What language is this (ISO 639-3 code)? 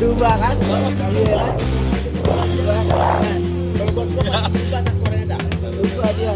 bew